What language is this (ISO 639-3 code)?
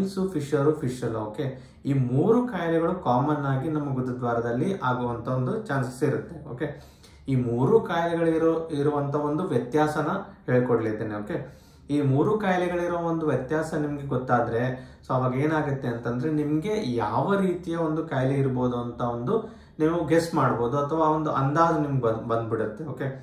kan